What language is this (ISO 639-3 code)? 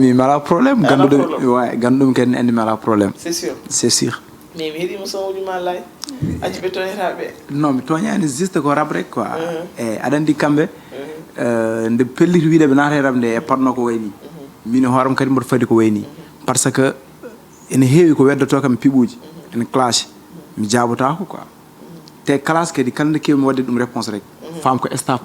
ful